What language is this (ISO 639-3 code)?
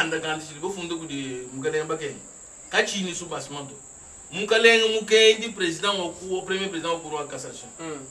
lua